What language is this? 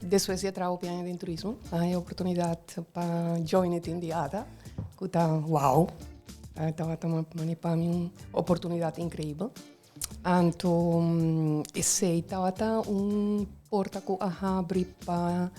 Papiamento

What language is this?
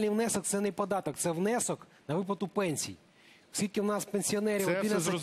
Ukrainian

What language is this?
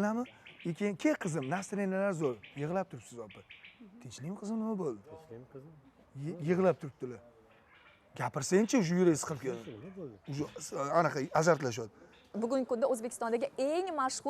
Uzbek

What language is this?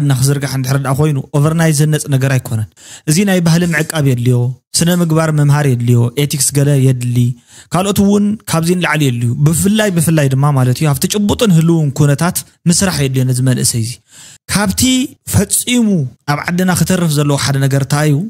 Tigrinya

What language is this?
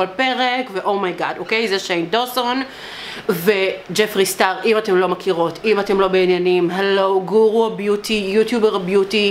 Hebrew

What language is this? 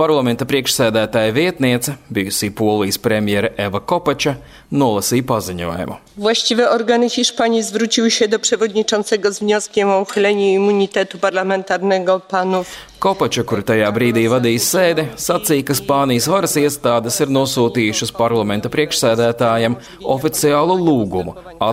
Latvian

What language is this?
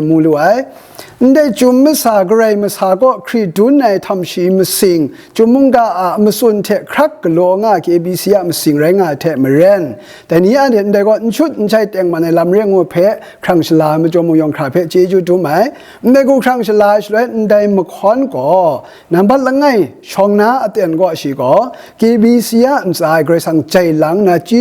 Kachin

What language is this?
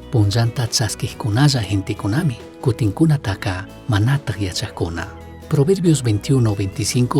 Chimborazo Highland Quichua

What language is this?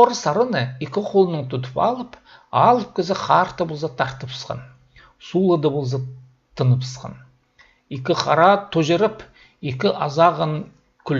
Khakas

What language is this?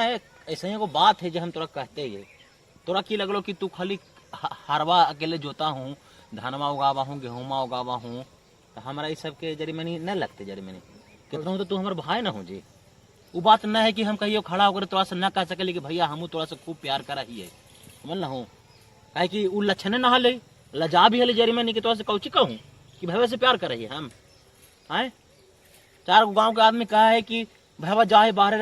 Magahi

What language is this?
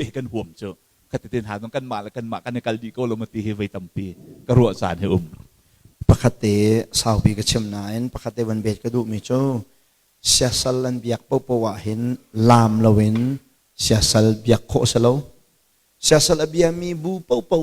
Hakha Chin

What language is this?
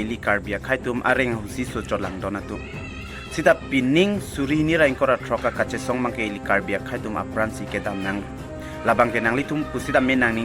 Karbi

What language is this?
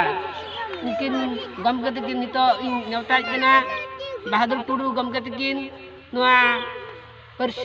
Santali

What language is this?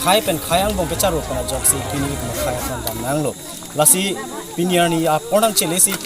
Karbi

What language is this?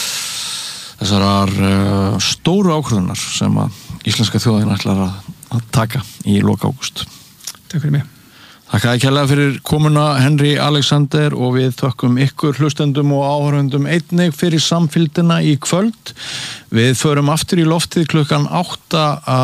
Icelandic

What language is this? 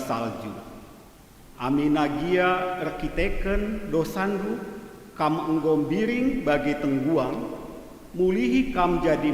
Batak Karo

